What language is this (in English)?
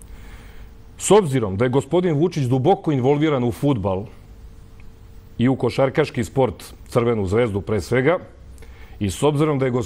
Serbian